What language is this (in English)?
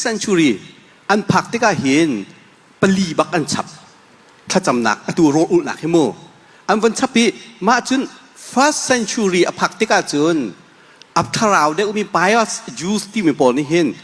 Hakha Chin